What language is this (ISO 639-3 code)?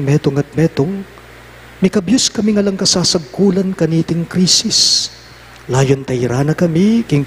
pam